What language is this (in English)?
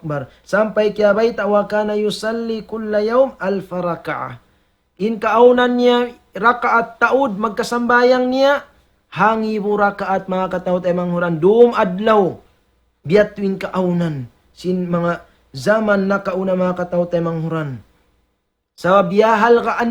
Tausug